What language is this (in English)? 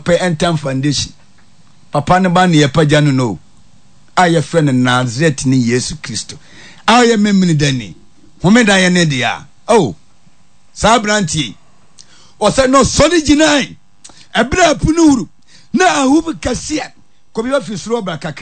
Akan